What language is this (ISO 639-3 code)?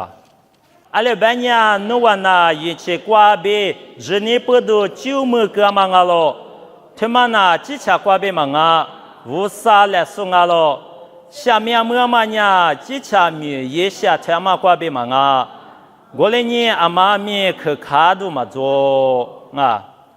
lis